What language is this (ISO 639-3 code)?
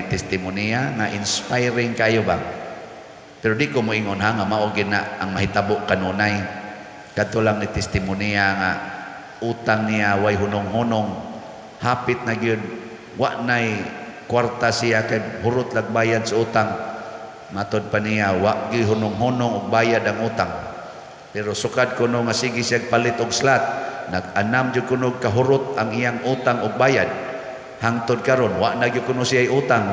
ceb